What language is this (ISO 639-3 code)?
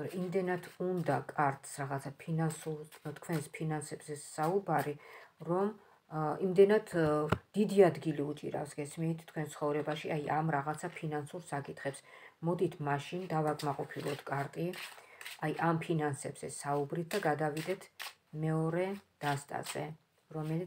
kat